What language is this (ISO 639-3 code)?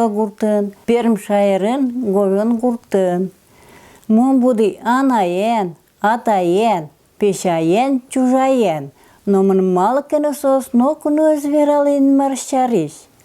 udm